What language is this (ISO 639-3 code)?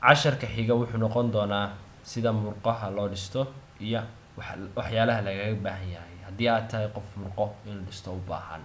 som